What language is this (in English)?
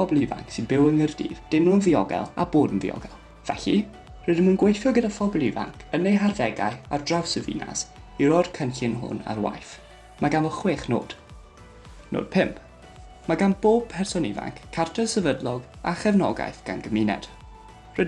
Welsh